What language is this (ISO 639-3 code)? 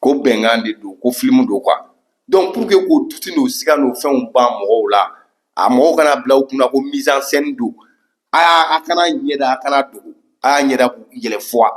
bam